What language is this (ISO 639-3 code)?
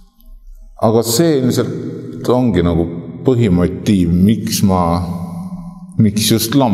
est